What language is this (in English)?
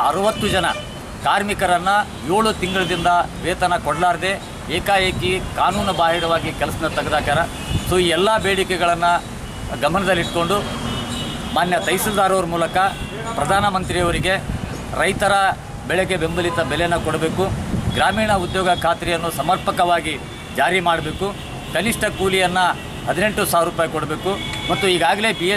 Kannada